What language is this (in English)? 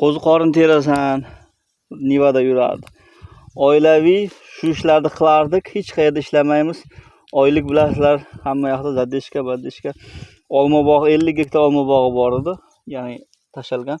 Uzbek